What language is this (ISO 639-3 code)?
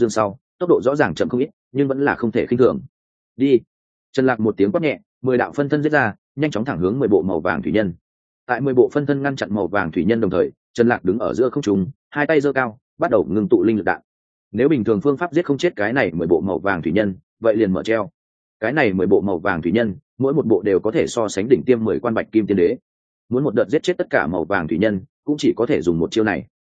vie